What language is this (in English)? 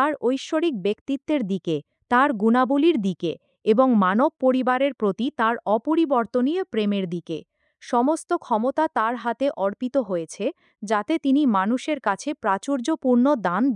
Bangla